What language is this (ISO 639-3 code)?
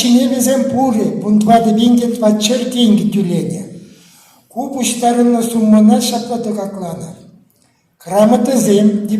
chv